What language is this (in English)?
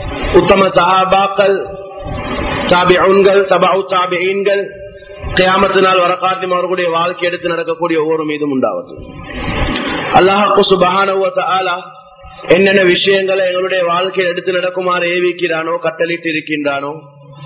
Tamil